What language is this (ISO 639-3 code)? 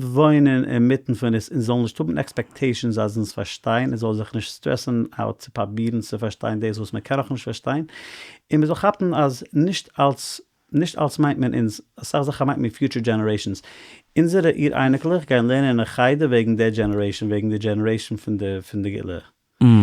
yid